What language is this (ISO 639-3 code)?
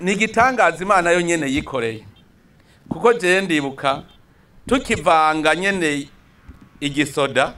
run